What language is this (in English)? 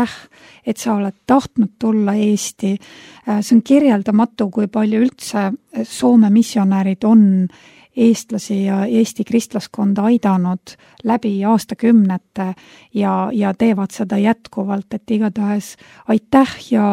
Estonian